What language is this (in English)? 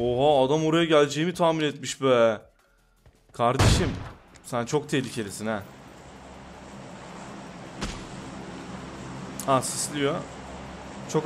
Turkish